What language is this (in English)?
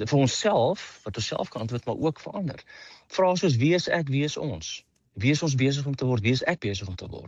Afrikaans